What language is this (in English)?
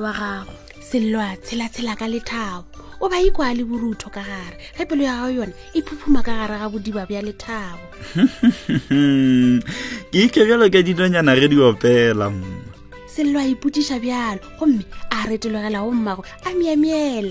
Northern Sotho